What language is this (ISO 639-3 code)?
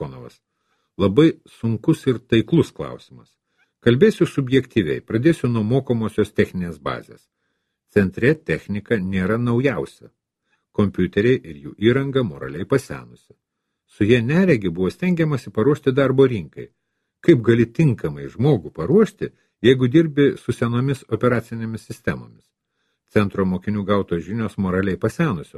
lit